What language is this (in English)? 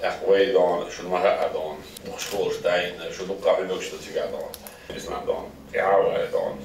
Chechen